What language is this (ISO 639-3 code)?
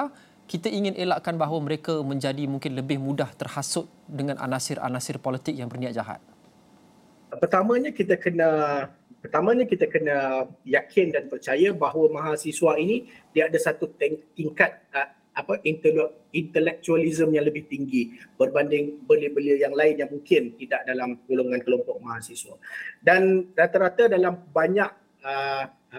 msa